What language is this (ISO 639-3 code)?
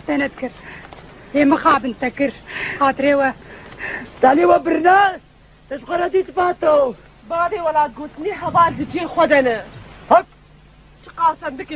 kur